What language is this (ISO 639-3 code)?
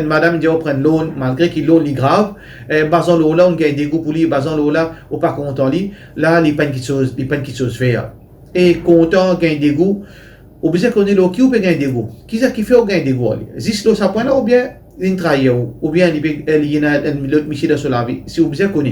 mfe